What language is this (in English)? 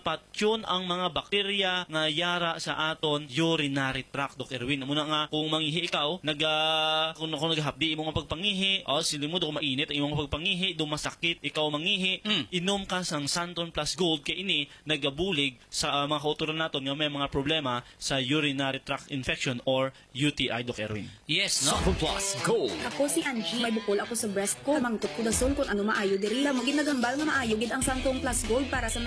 Hiligaynon